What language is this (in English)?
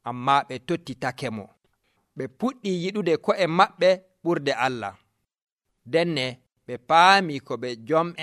Nigerian Fulfulde